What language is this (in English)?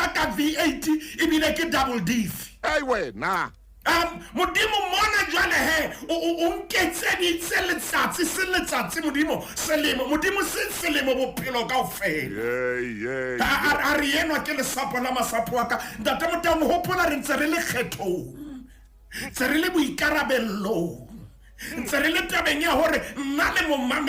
Southern Sotho